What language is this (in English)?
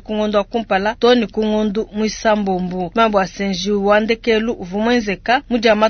Luba-Lulua